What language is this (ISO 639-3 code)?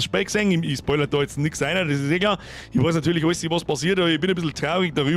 bar